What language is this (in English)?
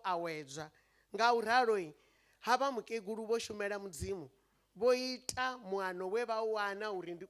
Venda